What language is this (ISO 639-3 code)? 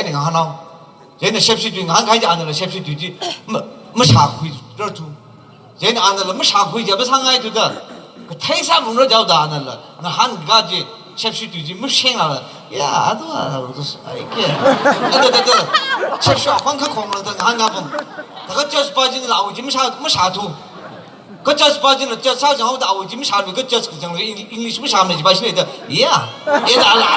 nmf